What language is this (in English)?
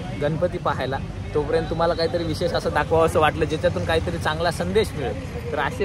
Marathi